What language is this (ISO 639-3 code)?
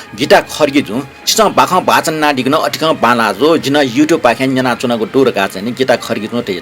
new